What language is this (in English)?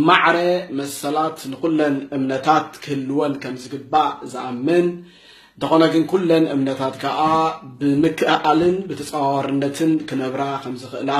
Tigrinya